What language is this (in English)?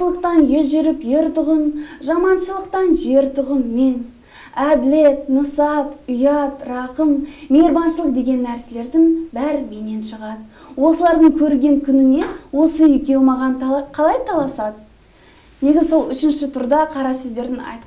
Kazakh